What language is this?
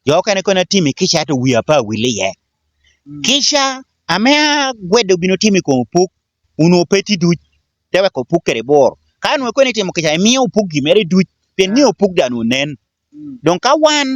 Lango (Uganda)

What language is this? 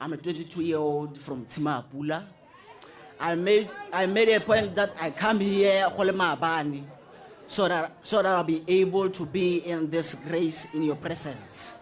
Tswana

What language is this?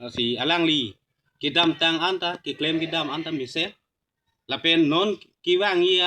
Karbi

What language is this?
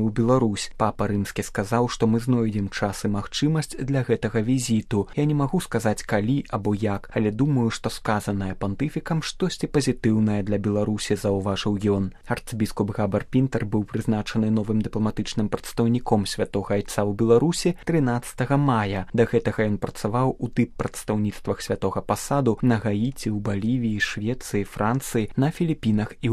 Belarusian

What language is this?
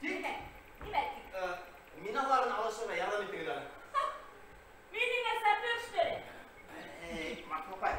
Bashkir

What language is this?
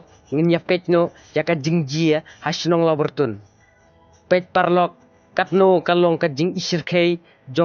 Khasi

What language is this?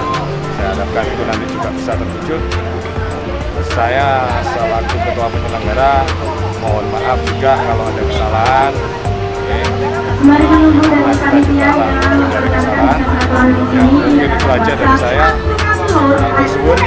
Indonesian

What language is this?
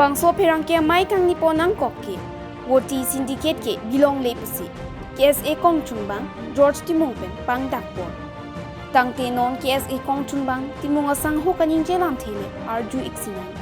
Karbi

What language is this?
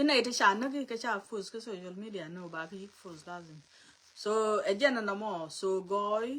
Nuer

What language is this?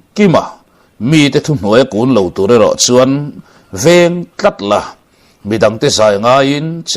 Mizo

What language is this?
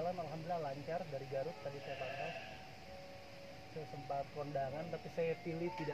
Indonesian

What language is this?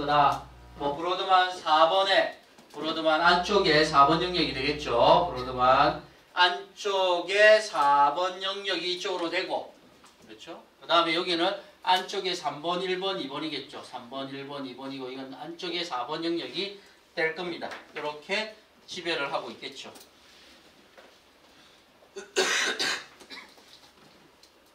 Korean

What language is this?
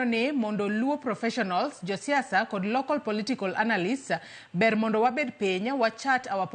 Luo (Kenya and Tanzania)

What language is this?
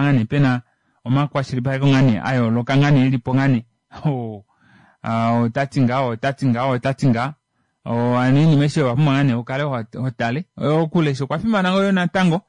Kuanyama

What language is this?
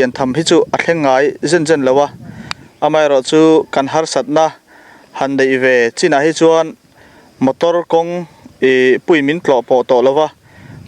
Mizo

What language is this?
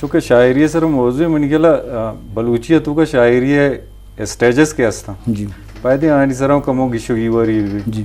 Eastern Balochi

